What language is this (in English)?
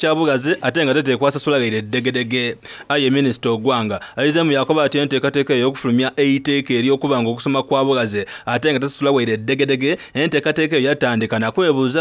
Soga